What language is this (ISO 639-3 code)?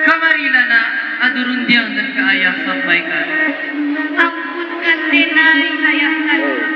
min